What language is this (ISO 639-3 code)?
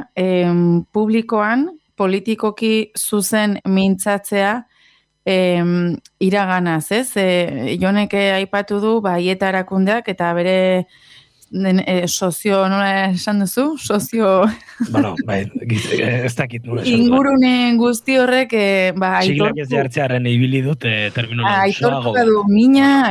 eus